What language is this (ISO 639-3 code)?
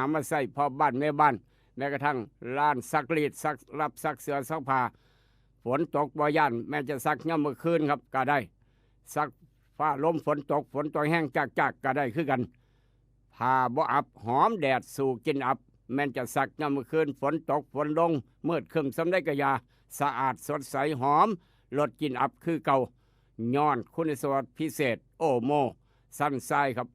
tts